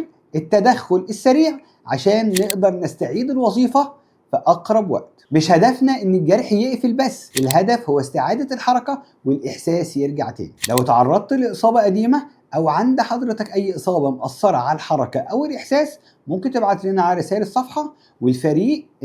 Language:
Egyptian Arabic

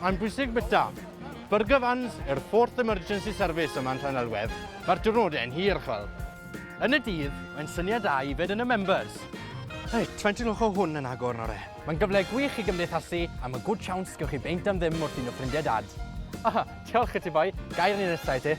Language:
Welsh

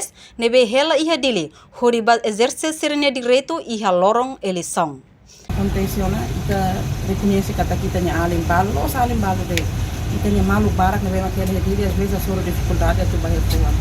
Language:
Tetum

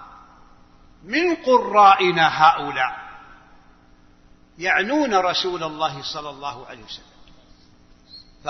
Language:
Arabic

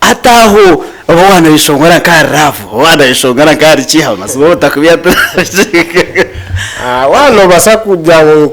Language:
Nyankole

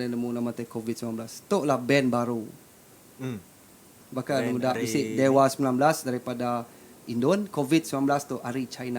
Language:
Iban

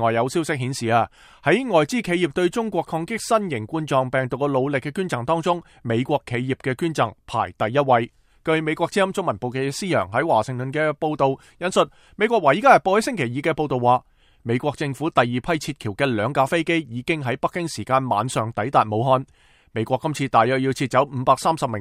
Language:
Cantonese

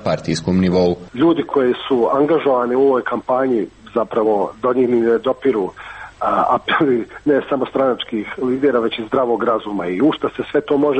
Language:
Croatian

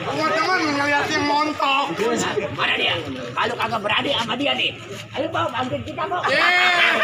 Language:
Betawi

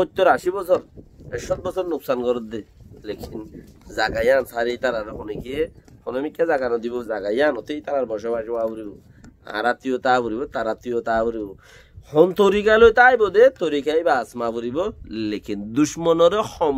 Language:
Rohingya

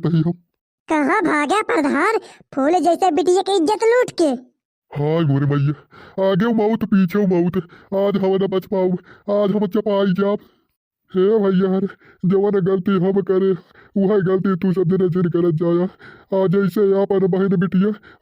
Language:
Bhojpuri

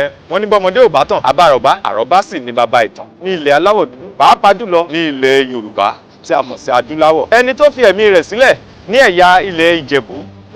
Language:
Yoruba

